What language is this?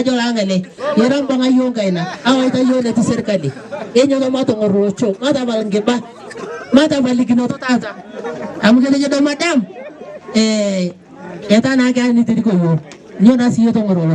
Masai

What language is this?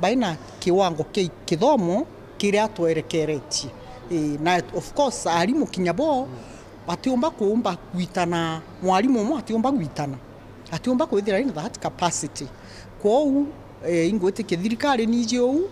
Meru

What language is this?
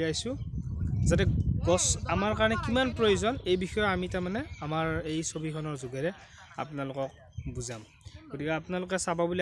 Assamese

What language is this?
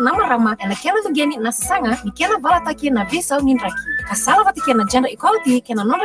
Fijian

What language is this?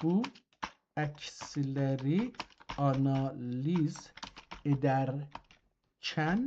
South Azerbaijani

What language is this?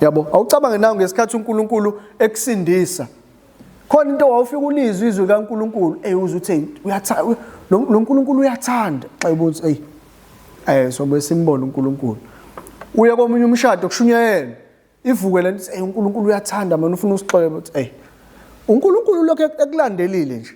Zulu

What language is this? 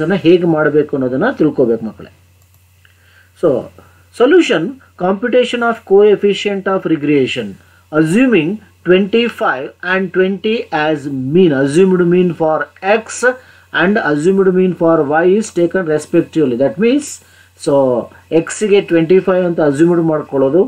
Kannada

